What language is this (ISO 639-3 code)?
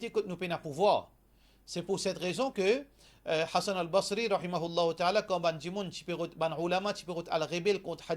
mfe